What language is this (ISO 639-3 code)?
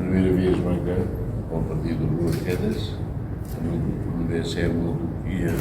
tet